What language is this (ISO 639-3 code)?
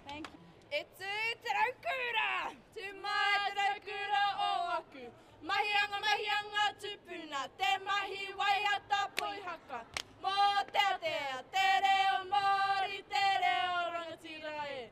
mri